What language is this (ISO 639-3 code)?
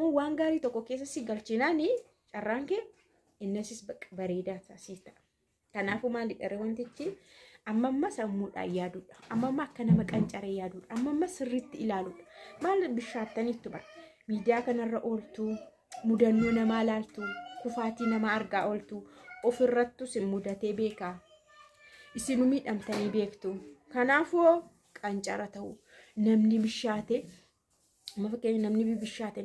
orm